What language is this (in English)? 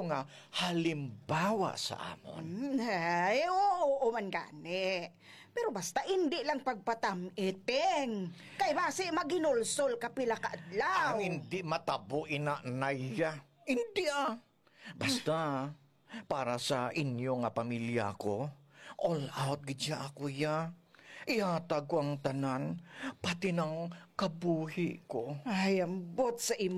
Hiligaynon